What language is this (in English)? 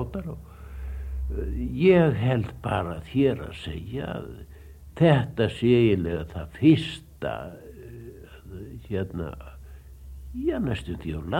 Icelandic